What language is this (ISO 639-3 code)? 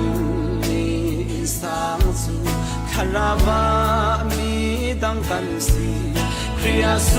cfm